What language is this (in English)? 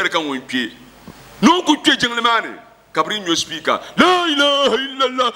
Dagbani